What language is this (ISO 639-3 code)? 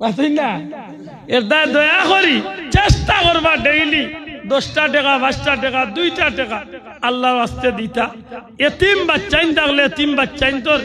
syl